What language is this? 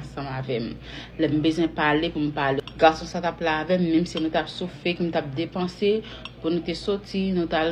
Haitian Creole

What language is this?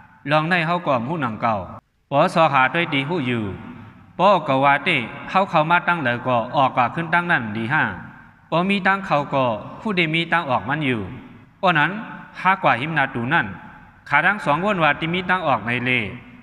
Shan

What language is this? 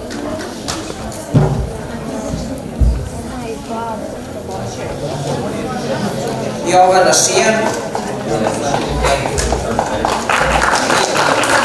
Serbian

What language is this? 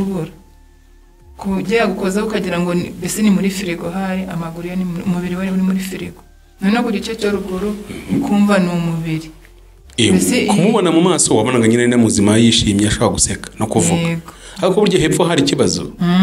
Kinyarwanda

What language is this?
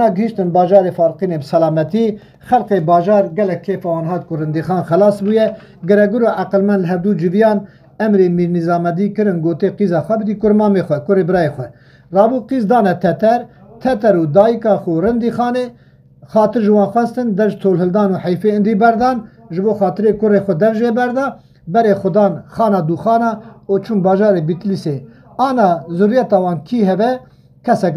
Kurdish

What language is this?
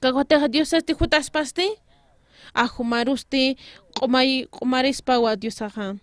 Aymara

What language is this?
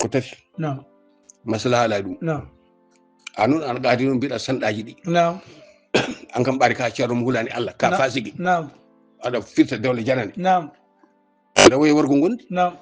Fula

